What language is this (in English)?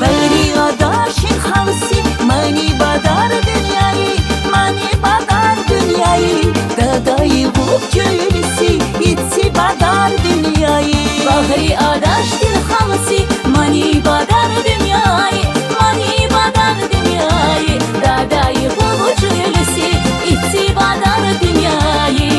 Tabassaran